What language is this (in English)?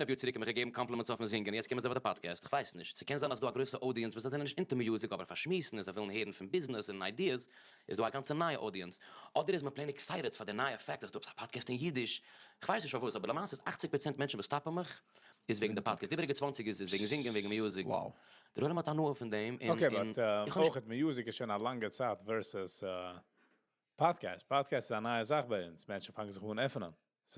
Yiddish